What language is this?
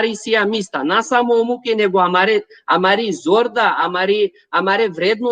Balkan Romani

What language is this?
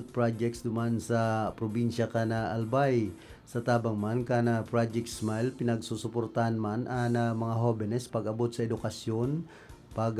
Bikol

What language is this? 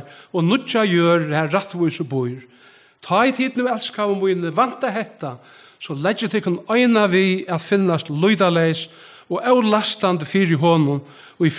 Faroese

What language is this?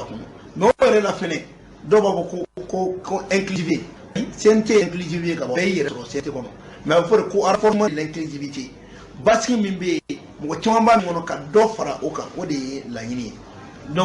Bambara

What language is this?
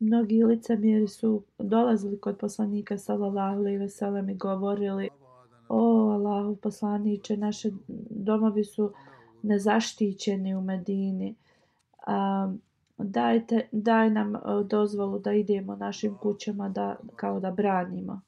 Bosnian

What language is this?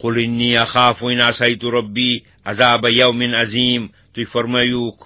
Kashmiri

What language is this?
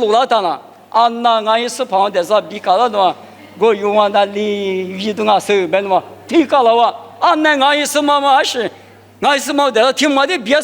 Lisu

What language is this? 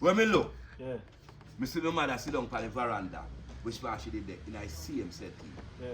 Jamaican Creole English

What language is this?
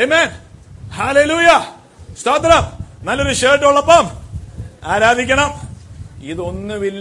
Malayalam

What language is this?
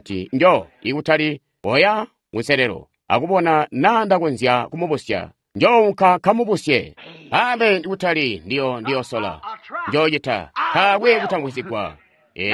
Tonga (Zambia)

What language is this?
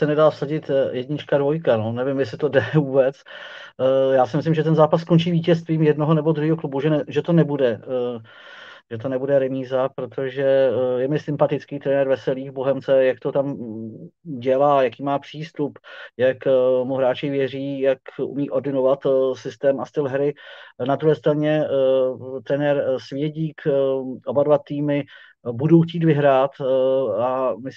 Czech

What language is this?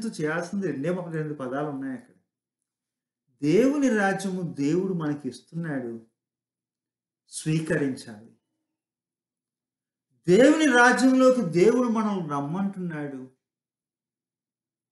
Telugu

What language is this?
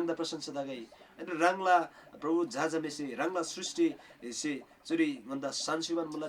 Eastern Tamang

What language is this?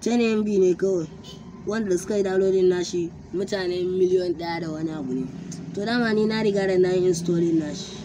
Hausa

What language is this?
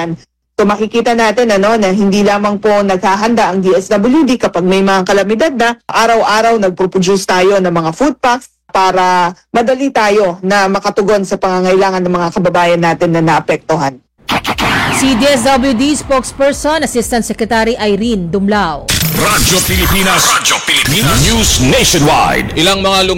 Filipino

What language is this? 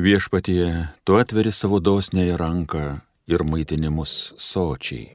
Lithuanian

